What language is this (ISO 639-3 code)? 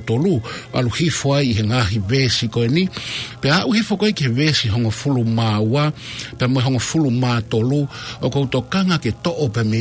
ton